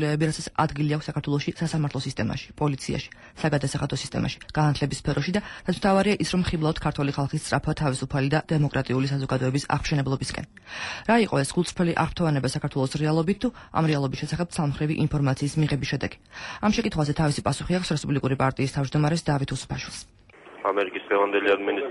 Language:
Georgian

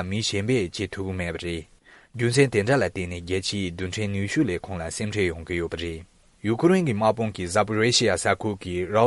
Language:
Tibetan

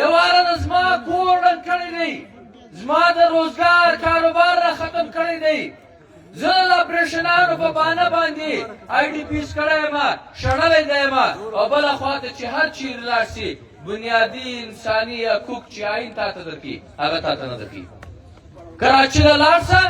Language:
Pashto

